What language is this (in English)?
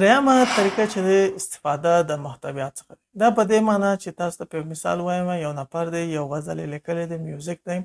Pashto